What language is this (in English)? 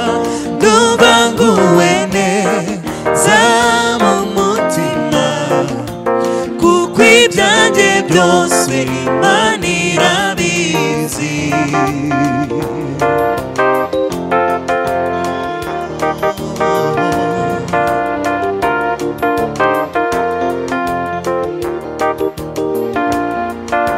Kinyarwanda